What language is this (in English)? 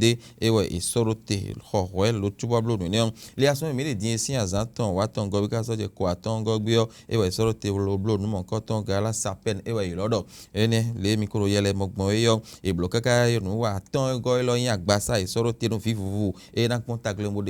Fon